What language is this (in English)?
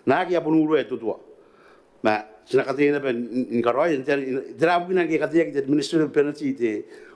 Gilbertese